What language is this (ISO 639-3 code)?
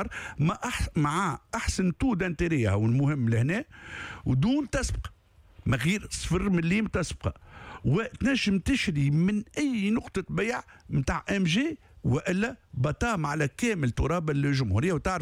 aeb